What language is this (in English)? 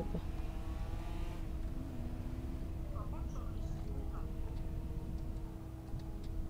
French